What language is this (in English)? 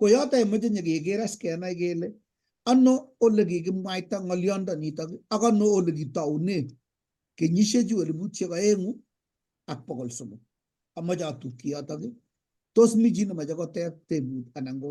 Kalenjin